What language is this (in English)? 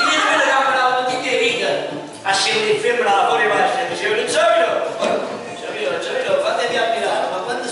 Neapolitan